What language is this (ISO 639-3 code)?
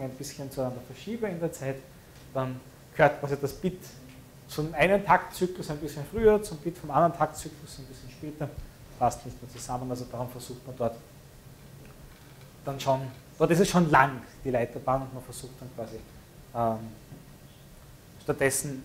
deu